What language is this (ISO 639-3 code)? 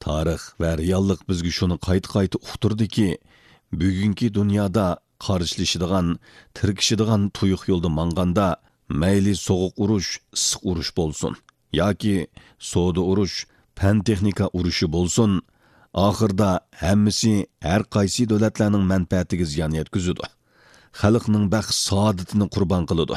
uig